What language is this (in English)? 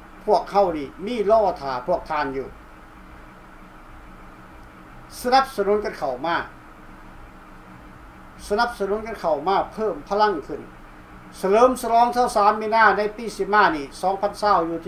Thai